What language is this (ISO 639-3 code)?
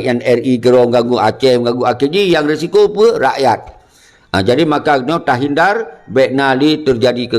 ace